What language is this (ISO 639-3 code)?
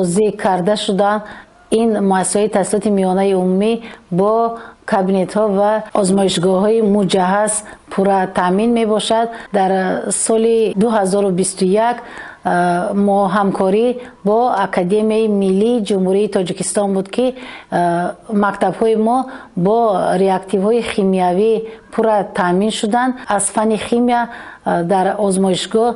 tgk